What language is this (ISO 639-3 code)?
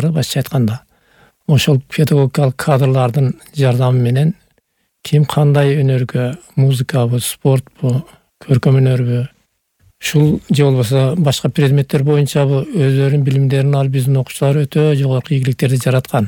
kir